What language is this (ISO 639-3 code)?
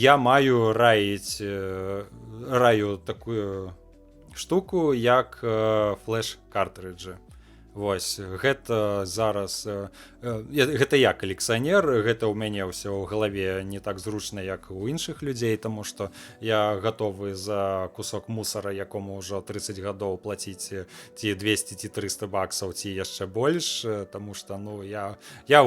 bel